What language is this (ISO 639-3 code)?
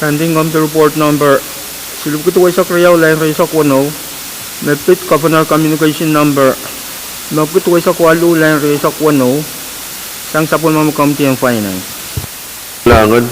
pon